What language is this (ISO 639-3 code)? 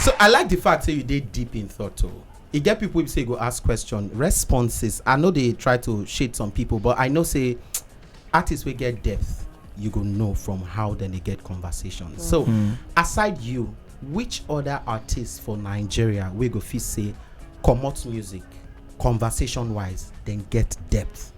pcm